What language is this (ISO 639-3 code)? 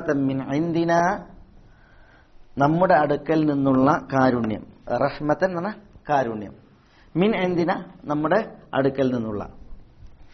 mal